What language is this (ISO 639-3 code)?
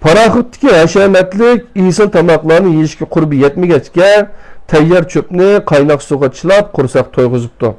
uig